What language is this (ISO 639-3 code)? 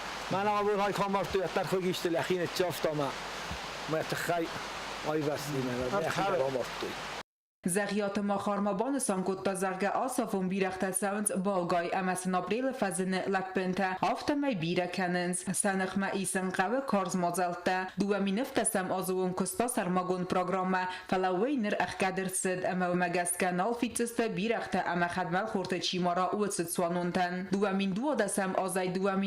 oss